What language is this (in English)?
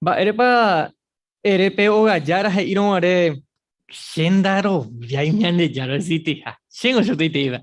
Guarani